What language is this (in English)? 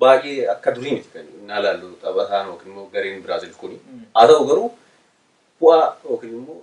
Oromo